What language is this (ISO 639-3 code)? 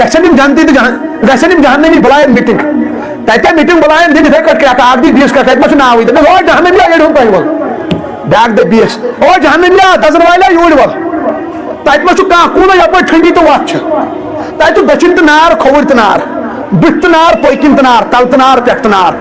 kas